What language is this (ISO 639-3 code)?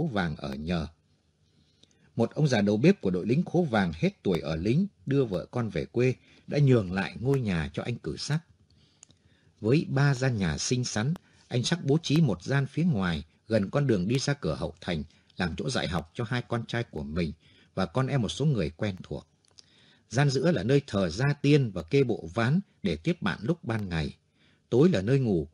vie